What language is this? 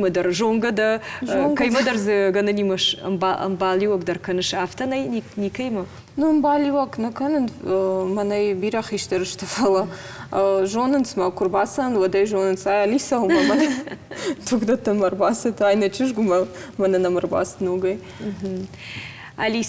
Ossetic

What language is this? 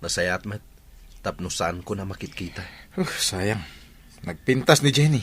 Iloko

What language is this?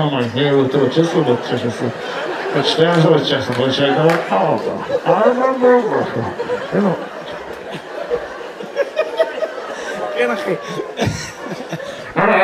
Hebrew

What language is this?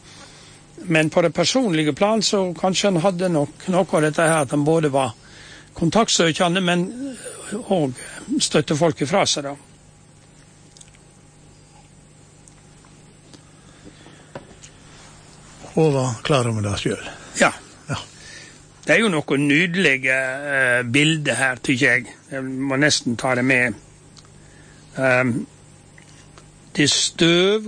Norwegian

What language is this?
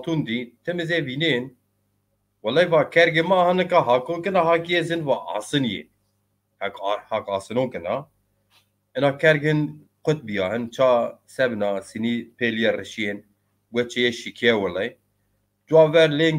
Zaza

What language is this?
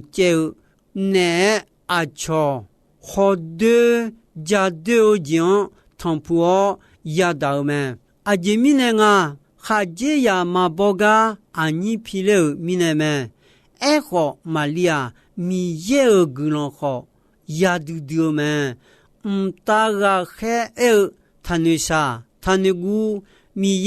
Akha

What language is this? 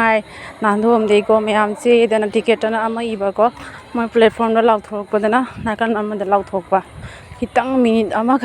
Manipuri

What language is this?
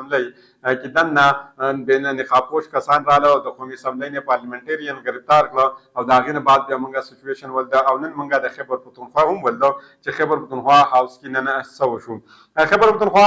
Pashto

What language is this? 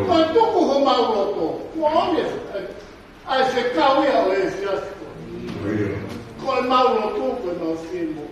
Tongan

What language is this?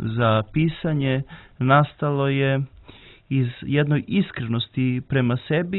Serbian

